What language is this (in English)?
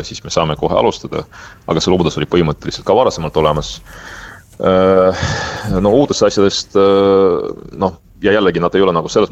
Estonian